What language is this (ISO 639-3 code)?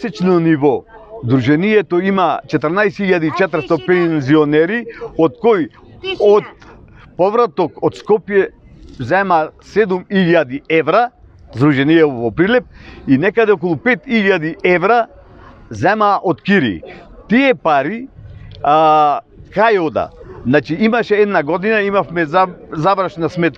mkd